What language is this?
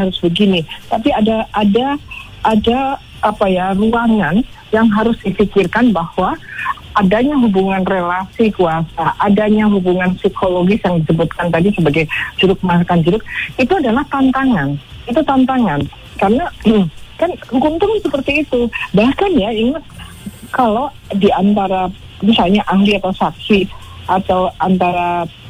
Indonesian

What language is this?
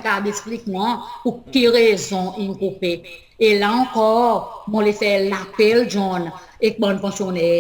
Seselwa Creole French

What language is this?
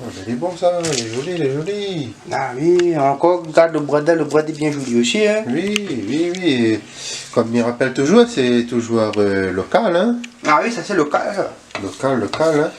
Réunion Creole French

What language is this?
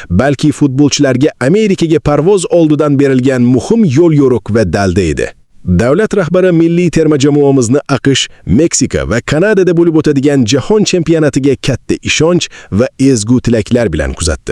Uzbek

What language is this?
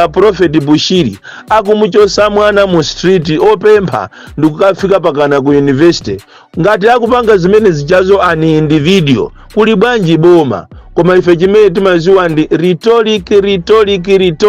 Nyanja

